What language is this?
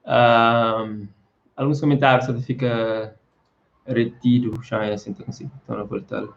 Kabuverdianu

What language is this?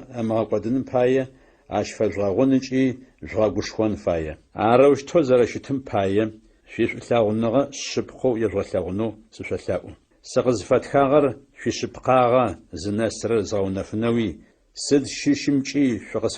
Adyghe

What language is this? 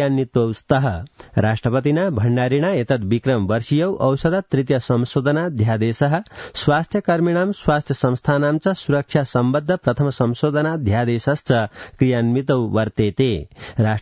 Sanskrit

